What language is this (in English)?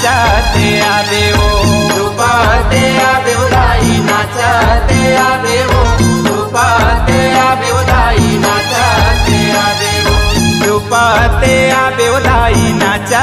Chhattisgarhi